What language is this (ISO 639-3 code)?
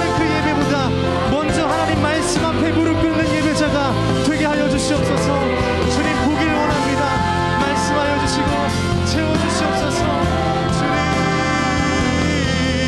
kor